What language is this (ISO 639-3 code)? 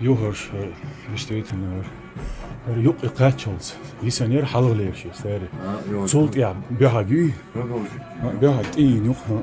che